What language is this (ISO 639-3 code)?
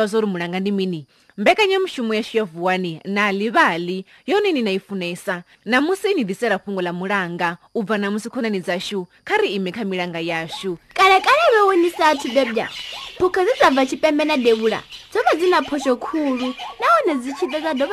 ven